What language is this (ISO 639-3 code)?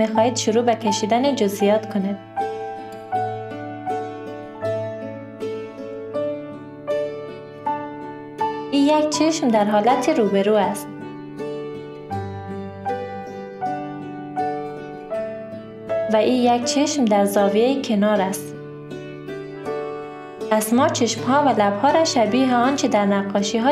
fas